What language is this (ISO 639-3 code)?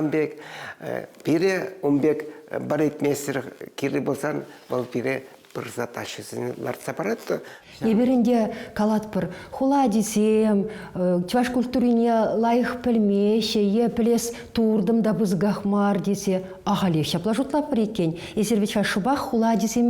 chv